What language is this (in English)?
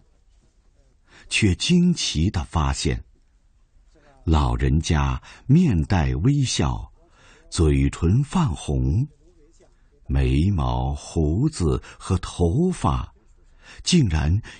Chinese